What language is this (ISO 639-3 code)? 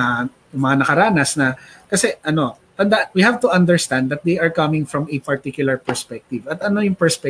fil